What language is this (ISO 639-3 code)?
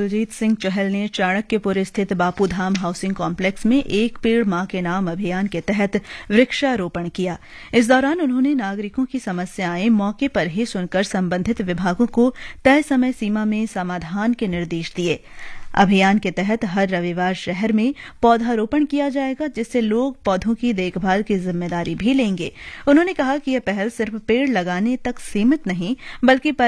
hin